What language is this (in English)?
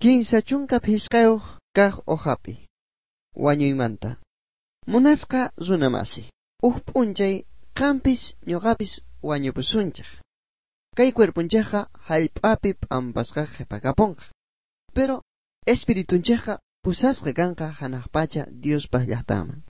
South Bolivian Quechua